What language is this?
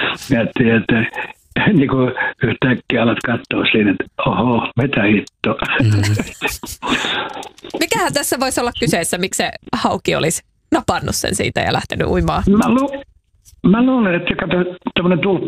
Finnish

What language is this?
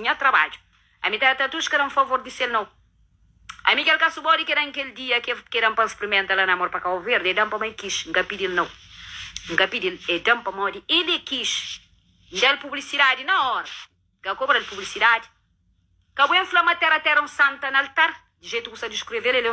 Kabuverdianu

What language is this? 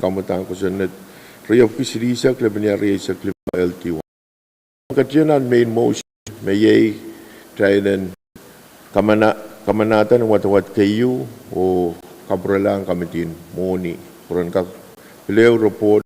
Pohnpeian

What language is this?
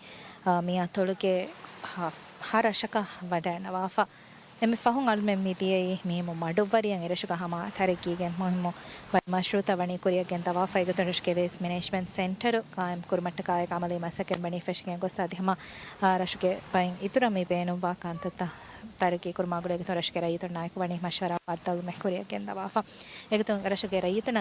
Divehi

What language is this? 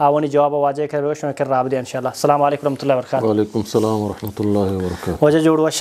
Eastern Balochi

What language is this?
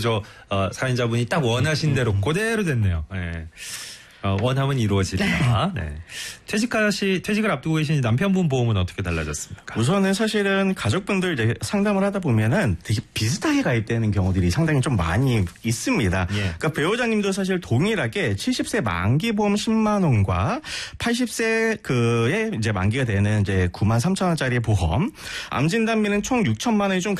Korean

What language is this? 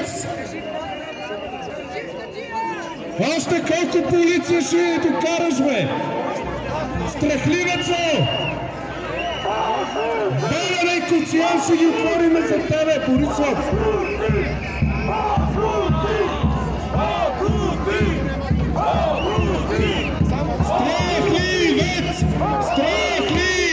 Bulgarian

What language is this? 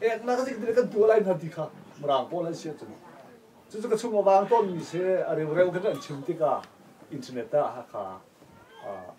Hakha Chin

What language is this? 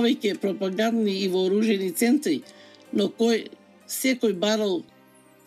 Macedonian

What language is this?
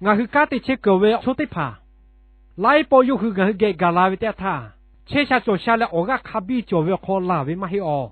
Lahu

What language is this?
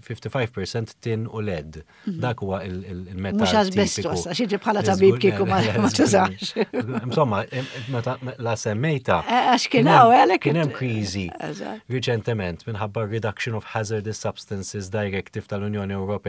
Maltese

